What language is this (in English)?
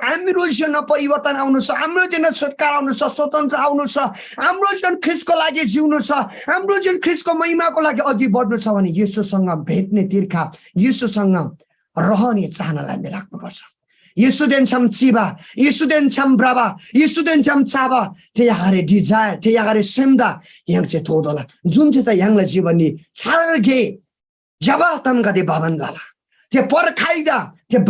Eastern Tamang